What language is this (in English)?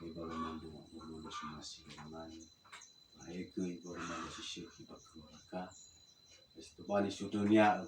Nias